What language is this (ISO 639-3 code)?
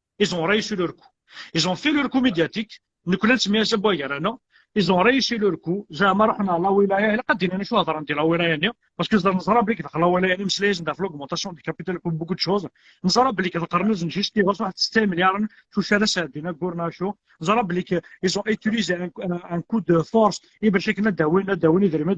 kab